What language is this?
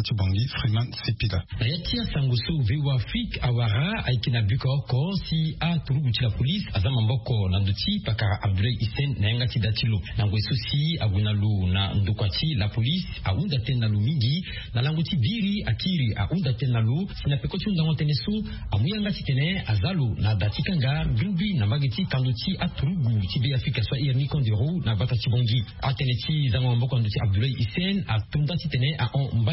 Sango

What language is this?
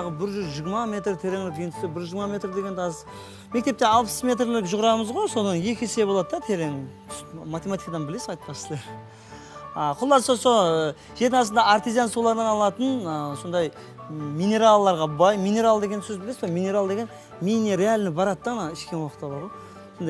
Kara-Kalpak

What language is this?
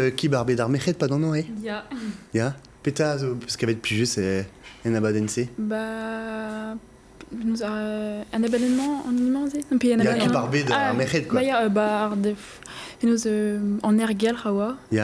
Breton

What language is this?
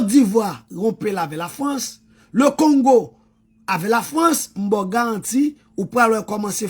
Haitian Creole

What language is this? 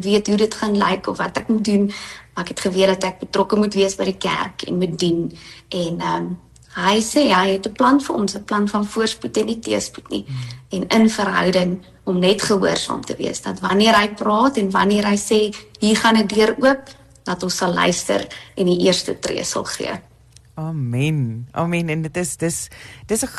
Afrikaans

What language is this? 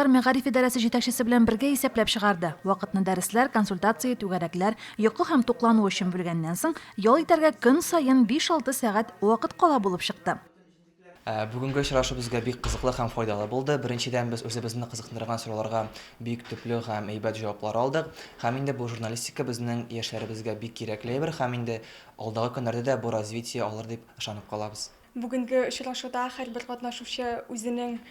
Tatar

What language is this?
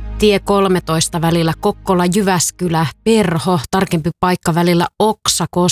Finnish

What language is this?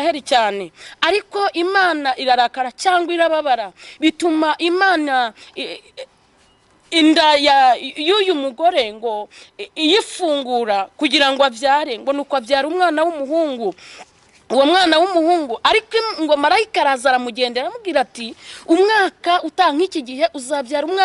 Kinyarwanda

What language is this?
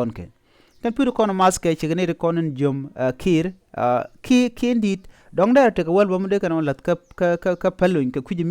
Nuer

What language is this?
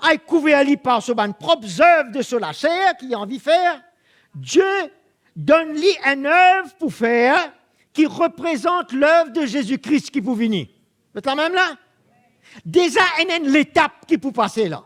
Morisyen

